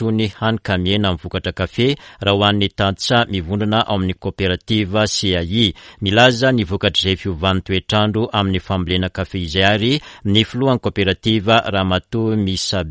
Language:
Malagasy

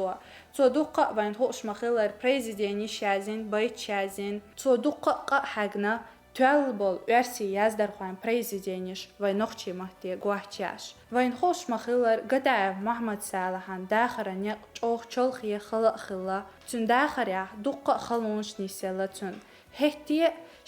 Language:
Chechen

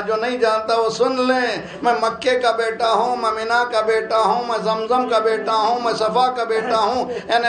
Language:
Urdu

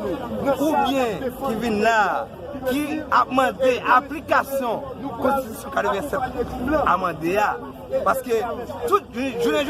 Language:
Haitian Creole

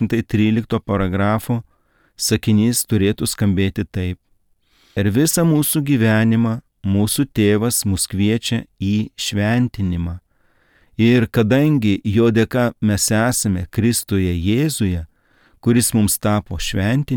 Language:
Lithuanian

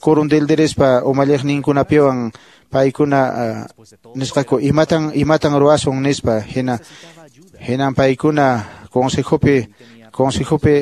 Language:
Quechua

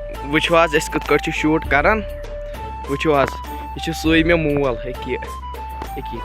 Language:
Kashmiri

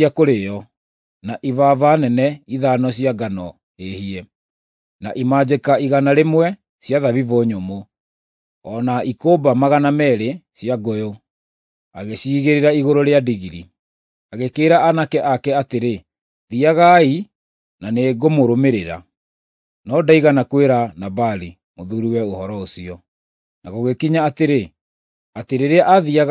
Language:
Kikuyu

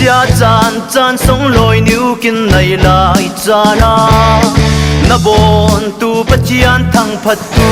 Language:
Falam Chin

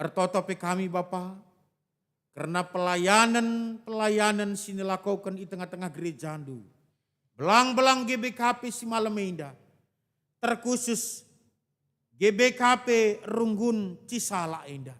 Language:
Batak Karo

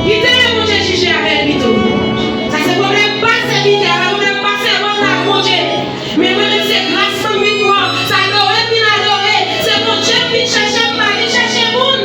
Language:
Haitian Creole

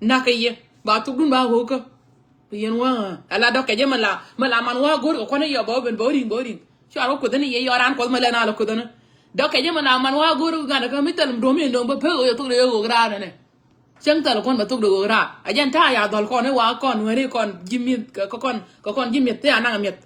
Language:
Nuer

